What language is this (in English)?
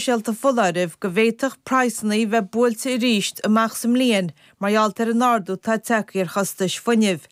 Irish